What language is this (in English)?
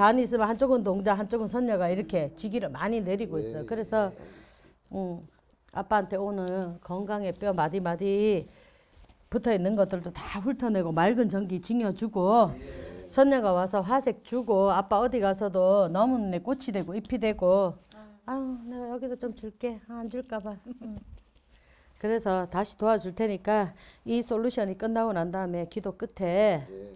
Korean